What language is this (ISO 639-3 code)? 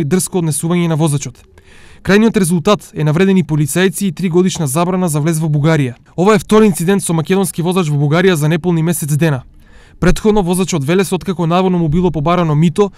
mkd